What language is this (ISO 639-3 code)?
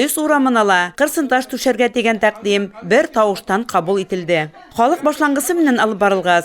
bak